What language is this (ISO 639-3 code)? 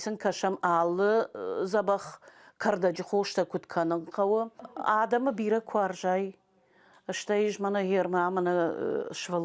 oss